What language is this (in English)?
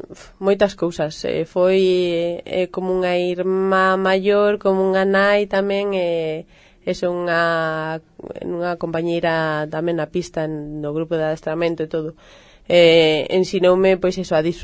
Galician